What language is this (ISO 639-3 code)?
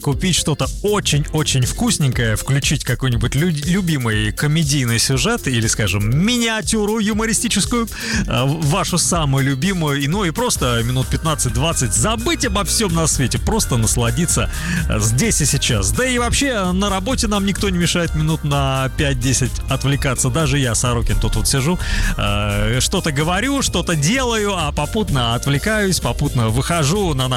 rus